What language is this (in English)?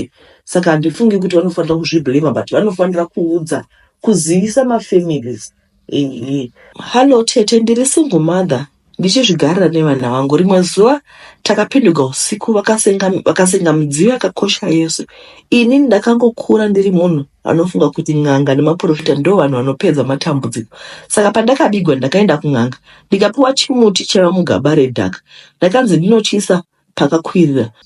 Shona